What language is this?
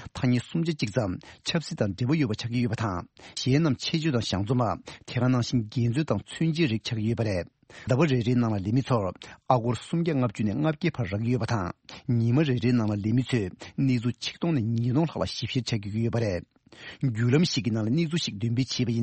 Tibetan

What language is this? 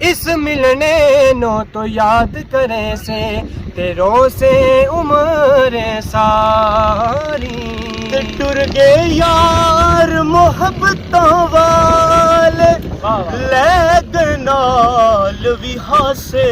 Pahari-Potwari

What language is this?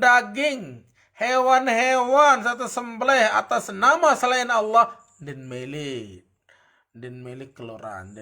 Sasak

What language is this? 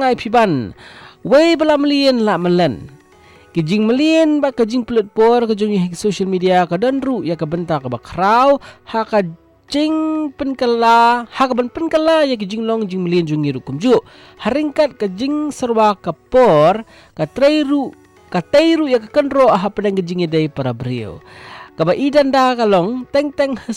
Malay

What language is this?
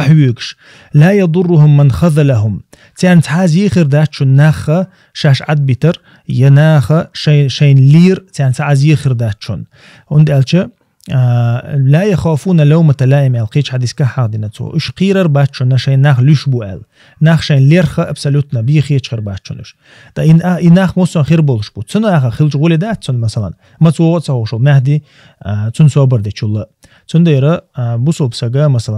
Chechen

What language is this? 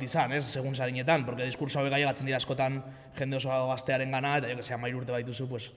Basque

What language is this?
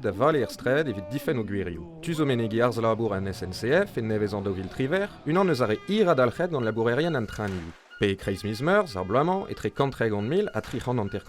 Breton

